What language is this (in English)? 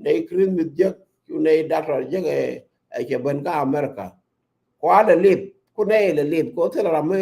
Nuer